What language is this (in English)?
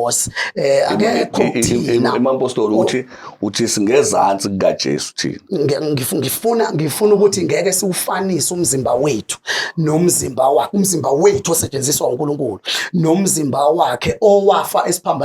Zulu